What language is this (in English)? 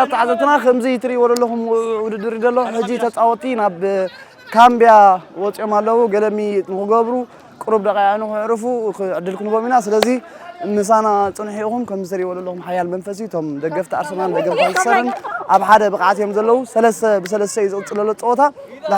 Tigrinya